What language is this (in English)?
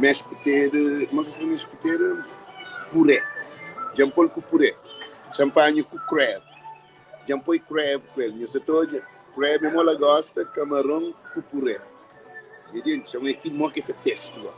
Kabuverdianu